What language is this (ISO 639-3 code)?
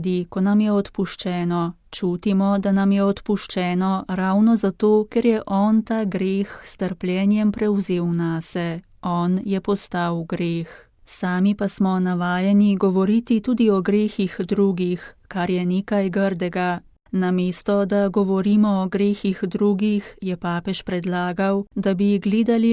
slv